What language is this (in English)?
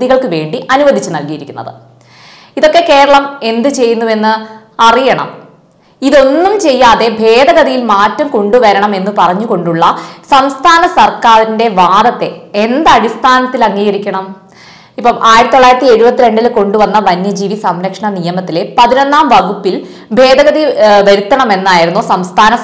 Malayalam